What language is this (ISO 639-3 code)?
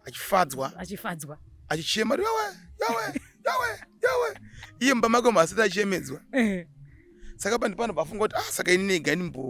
sna